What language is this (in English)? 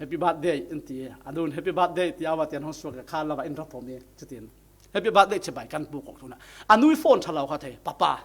Falam Chin